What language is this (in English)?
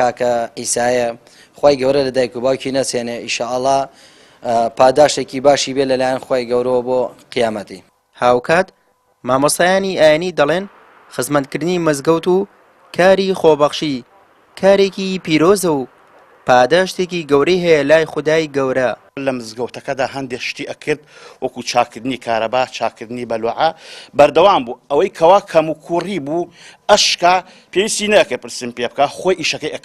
Central Kurdish